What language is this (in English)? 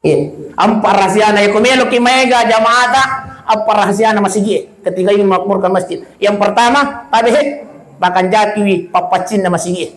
Buginese